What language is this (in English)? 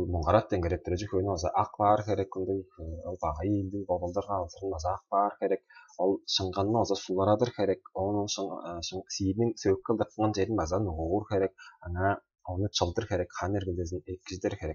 Tuvinian